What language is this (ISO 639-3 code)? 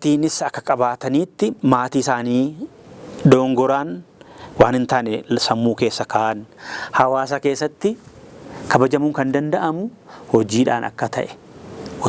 orm